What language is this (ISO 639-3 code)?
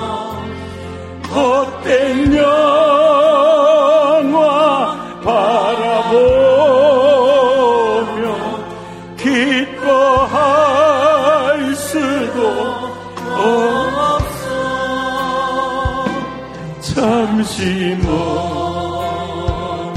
kor